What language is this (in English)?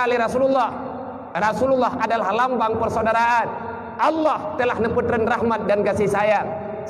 Achinese